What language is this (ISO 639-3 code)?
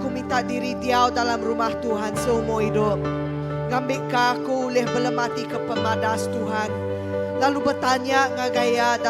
iba